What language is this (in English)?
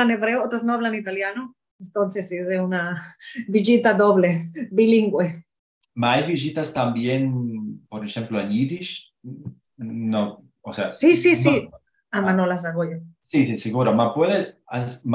Ladino